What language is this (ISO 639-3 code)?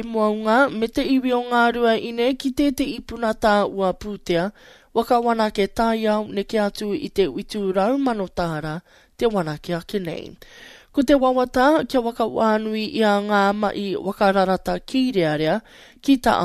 mri